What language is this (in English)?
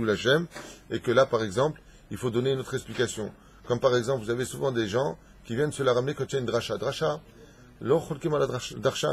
French